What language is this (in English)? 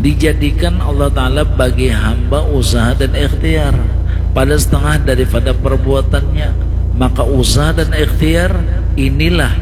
Banjar